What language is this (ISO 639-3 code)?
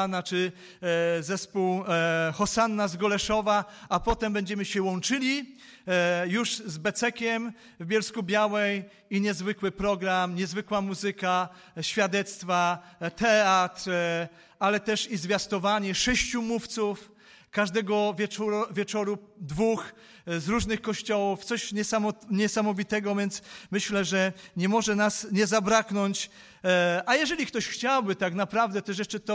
pol